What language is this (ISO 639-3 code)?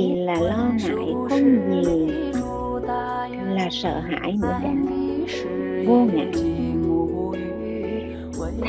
vie